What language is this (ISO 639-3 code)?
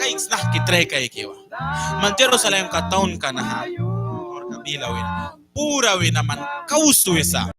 miq